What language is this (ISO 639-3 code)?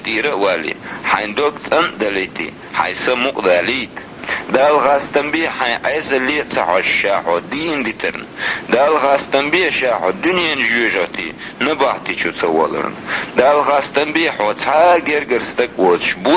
che